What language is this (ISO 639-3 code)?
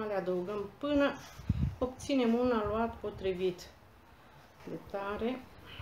ron